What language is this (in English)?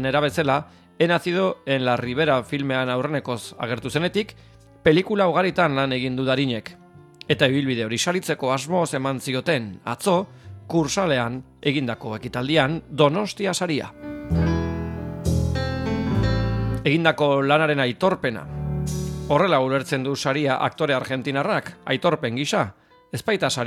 Basque